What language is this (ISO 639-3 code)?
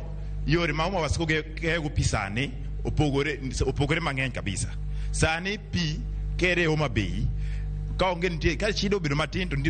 luo